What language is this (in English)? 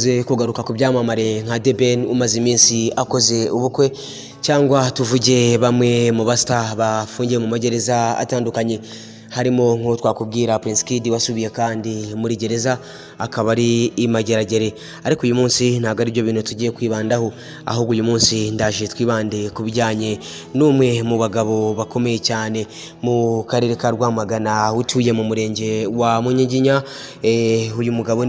Kinyarwanda